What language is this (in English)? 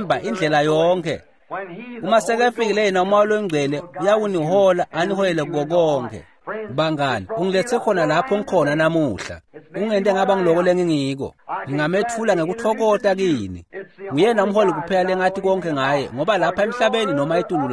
Swati